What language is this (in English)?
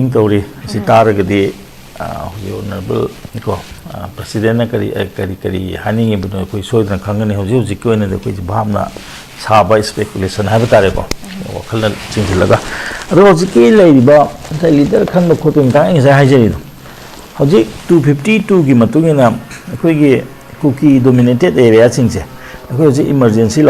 Manipuri